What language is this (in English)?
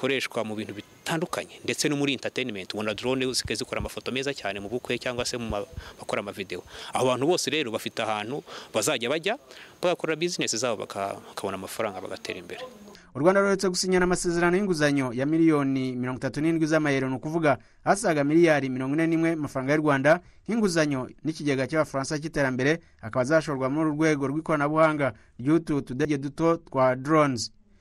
Kinyarwanda